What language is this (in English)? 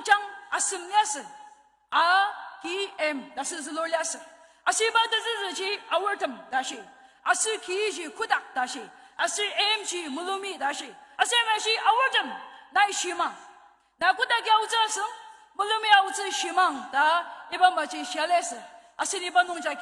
Ao Naga